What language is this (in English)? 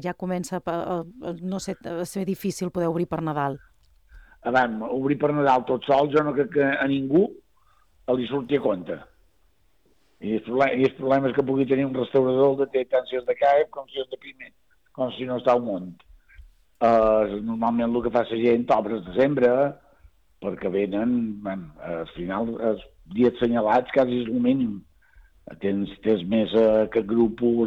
Catalan